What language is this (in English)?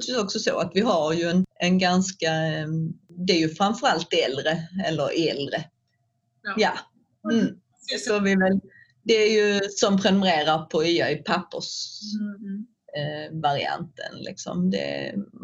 Swedish